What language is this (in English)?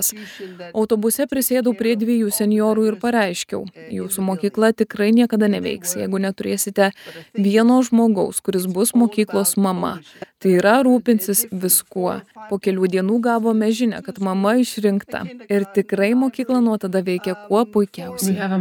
Lithuanian